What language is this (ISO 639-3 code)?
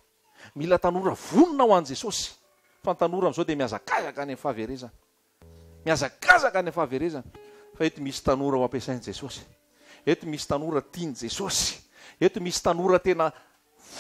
mlg